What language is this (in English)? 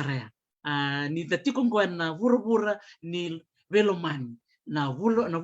Fijian